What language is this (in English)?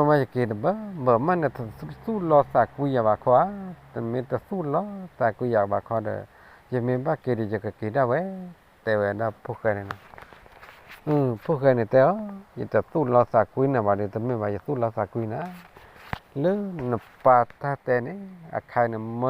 S'gaw Karen